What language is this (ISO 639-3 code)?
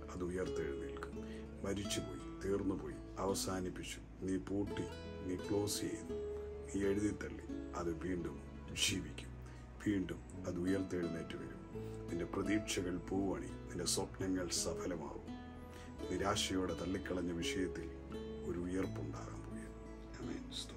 mal